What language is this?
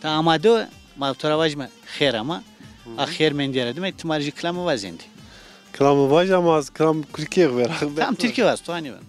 Zaza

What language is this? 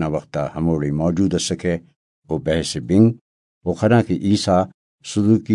Brahui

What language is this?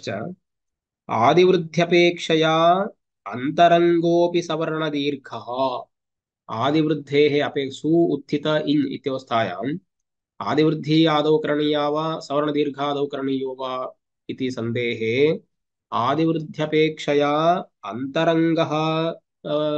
Sanskrit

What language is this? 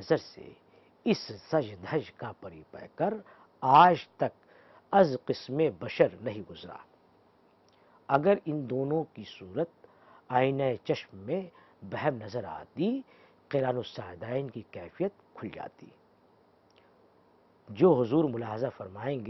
Urdu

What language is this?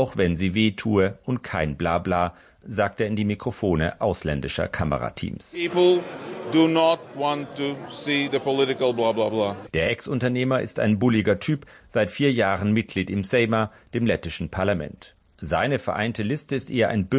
German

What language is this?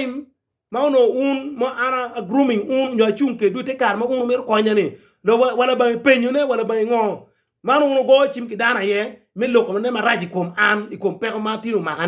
Acoli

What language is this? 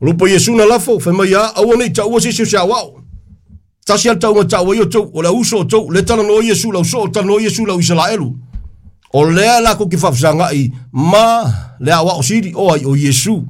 Samoan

